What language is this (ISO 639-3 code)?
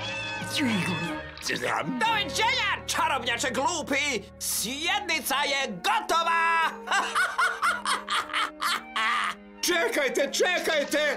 hrv